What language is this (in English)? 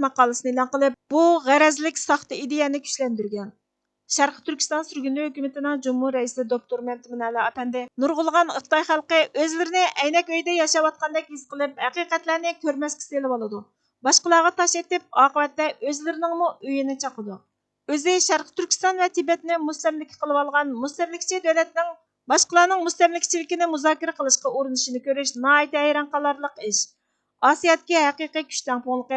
Uyghur